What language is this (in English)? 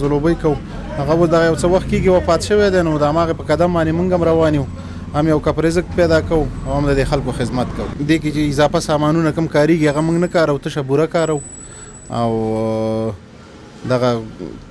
Pashto